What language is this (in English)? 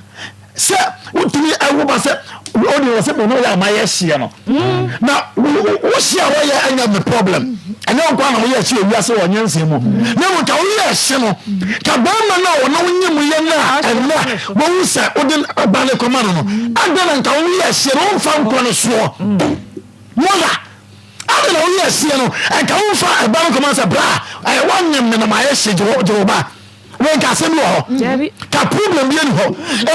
Akan